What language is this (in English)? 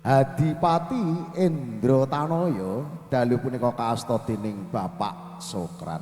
Javanese